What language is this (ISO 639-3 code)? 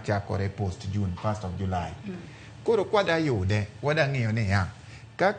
luo